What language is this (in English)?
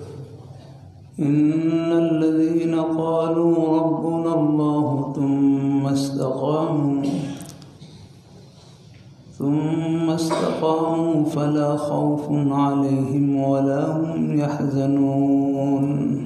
Urdu